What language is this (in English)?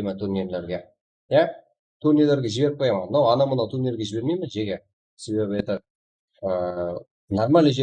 Kara-Kalpak